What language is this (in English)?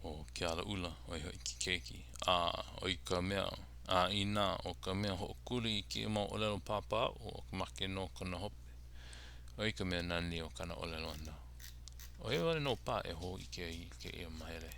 Hawaiian